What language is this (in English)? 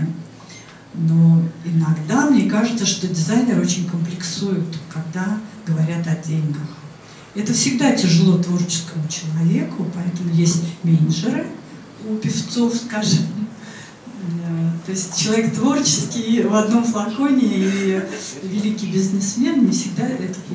Russian